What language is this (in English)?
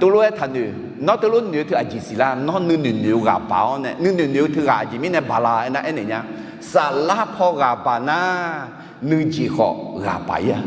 Akha